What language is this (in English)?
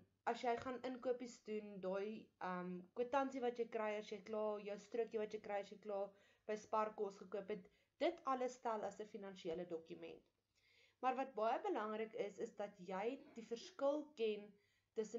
Afrikaans